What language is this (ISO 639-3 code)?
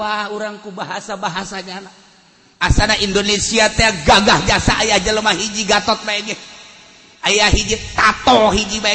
sun